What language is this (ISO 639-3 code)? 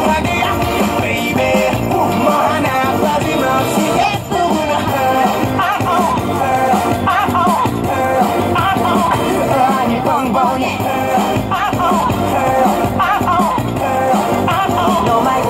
kor